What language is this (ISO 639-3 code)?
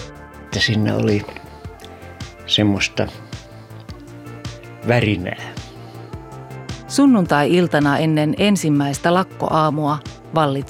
fin